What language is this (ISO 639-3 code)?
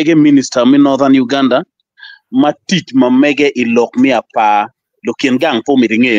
ach